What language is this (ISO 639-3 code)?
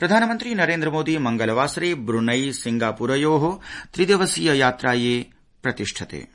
san